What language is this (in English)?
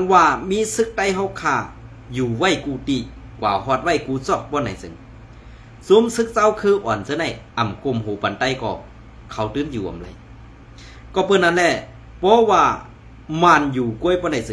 Shan